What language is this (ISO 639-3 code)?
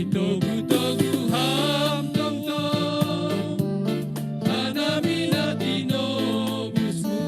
bts